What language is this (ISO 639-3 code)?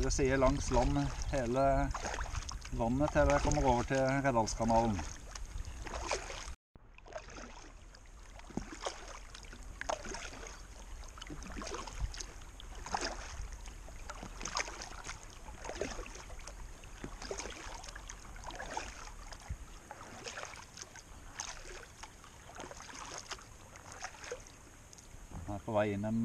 nor